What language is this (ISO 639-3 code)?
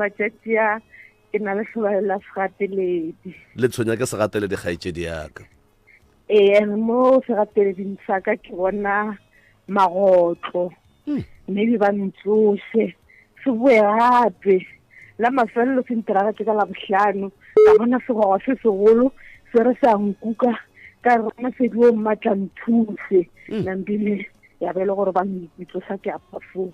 nso